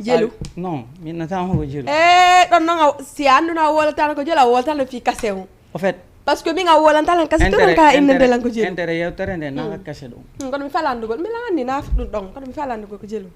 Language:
Fula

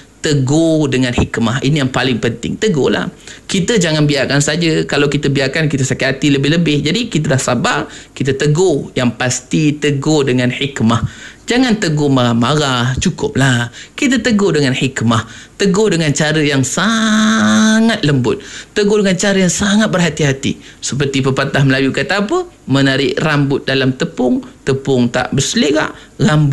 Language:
Malay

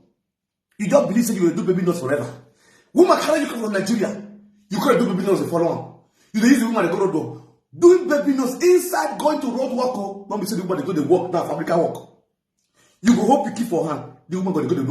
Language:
Nigerian Pidgin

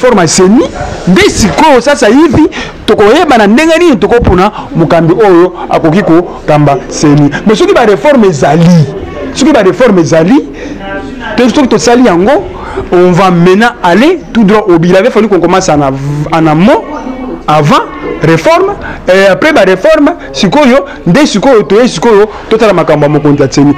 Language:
Lingala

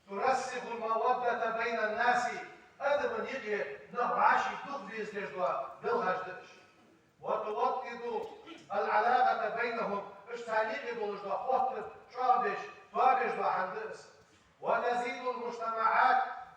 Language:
Ingush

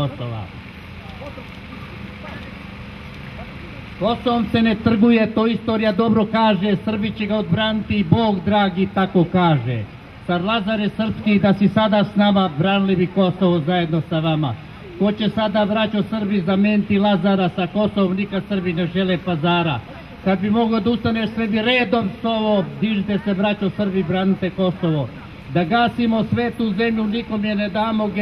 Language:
Serbian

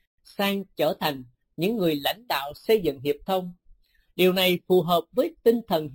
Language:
Vietnamese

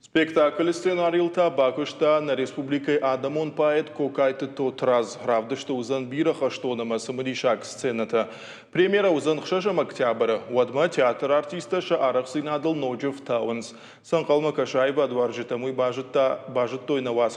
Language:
Ossetic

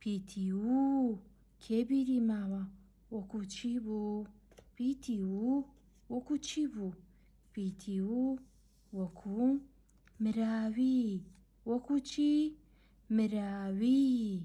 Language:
Central Kurdish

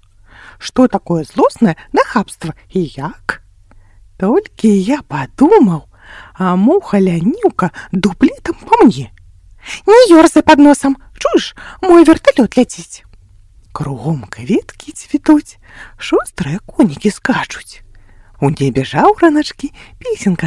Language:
Belarusian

